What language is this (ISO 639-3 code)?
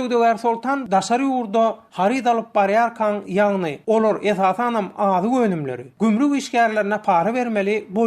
tuk